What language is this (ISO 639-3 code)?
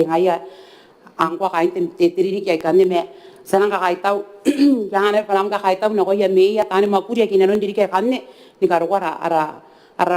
gil